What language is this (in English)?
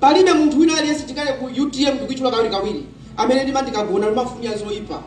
Nyanja